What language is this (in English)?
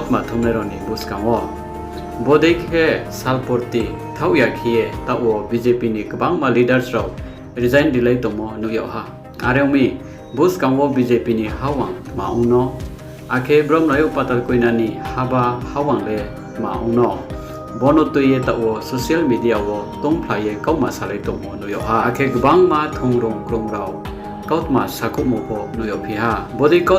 Riang (India)